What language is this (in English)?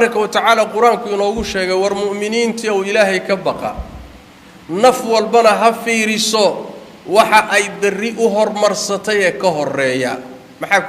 Somali